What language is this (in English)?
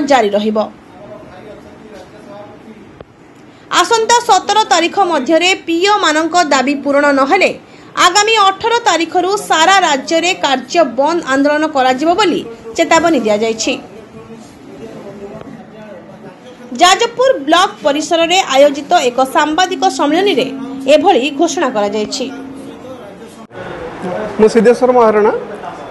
Odia